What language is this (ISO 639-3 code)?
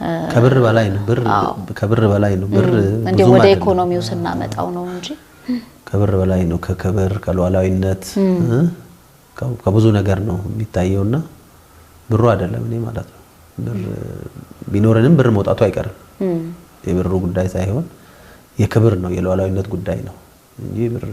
amh